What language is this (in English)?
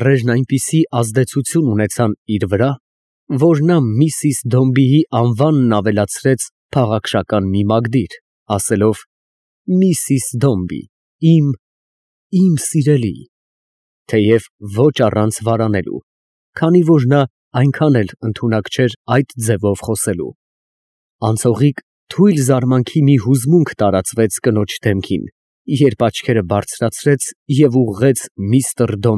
Armenian